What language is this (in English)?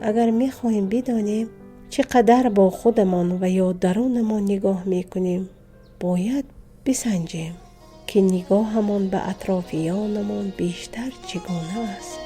Tajik